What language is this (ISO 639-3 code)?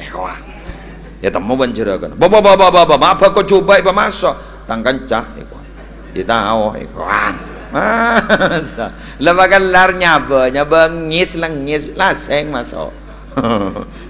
mad